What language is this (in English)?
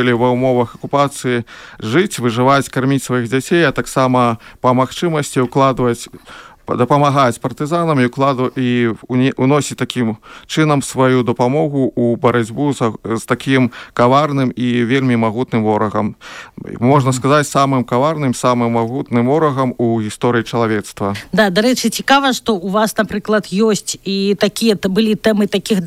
Belarusian